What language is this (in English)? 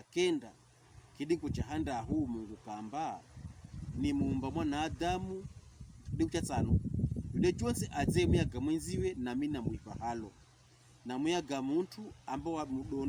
Pokomo